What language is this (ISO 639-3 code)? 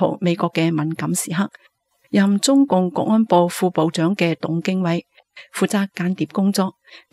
yue